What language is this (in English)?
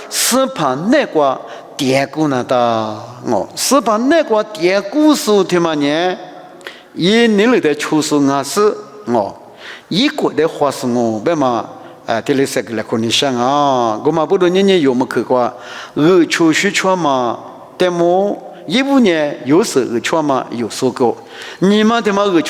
Lisu